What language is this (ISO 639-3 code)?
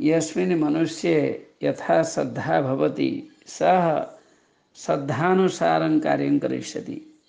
san